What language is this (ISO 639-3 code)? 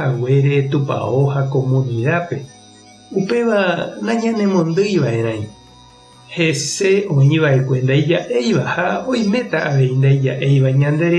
grn